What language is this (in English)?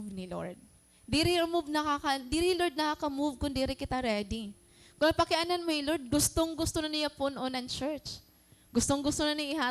Waray